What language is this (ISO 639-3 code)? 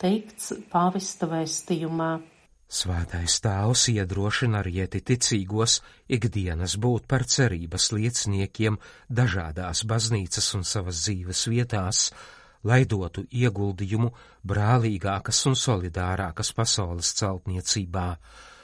lav